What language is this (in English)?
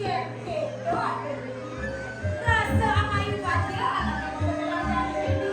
Balinese